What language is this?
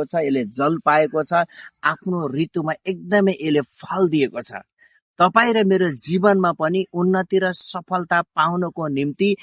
Nepali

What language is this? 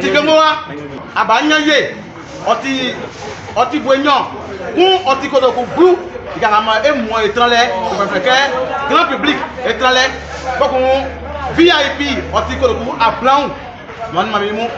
Baoulé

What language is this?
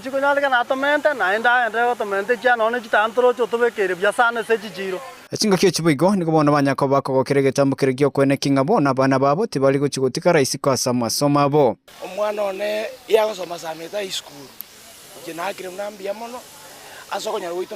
Gusii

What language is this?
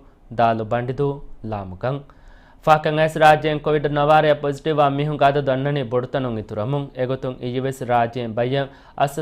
Divehi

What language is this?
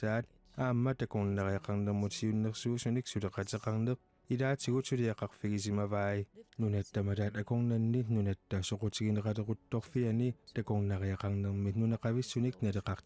Kalaallisut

